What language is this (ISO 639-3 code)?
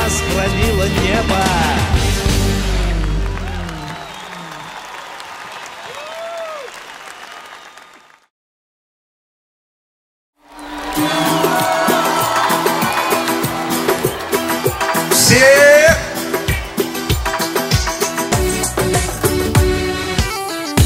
rus